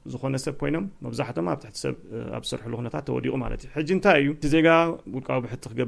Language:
Tigrinya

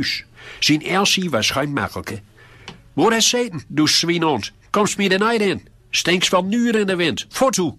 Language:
Gronings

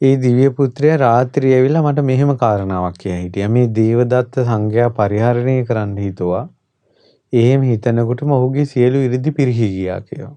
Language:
Sinhala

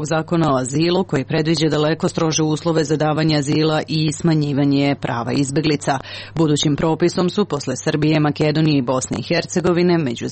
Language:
Serbian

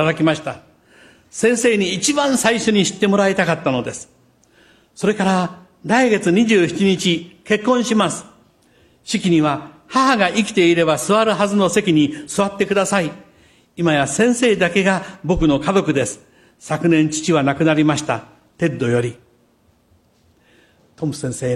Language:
Japanese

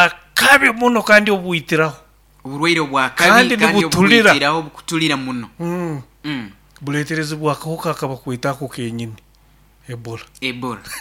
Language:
Nyoro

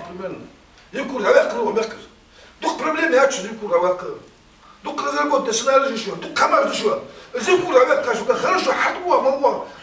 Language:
Ingush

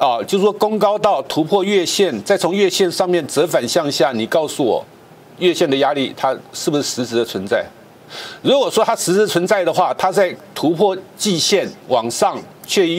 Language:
Chinese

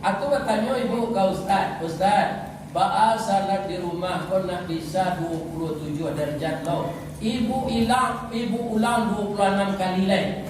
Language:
Minangkabau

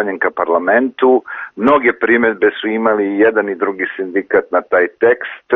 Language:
Bosnian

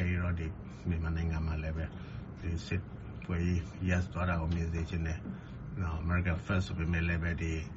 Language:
Burmese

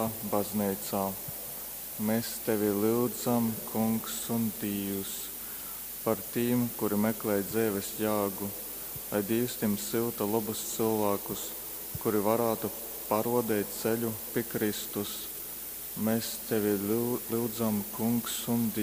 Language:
Latgalian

